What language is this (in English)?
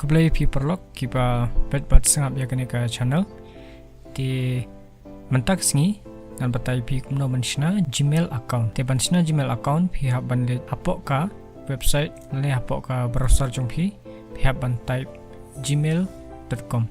Khasi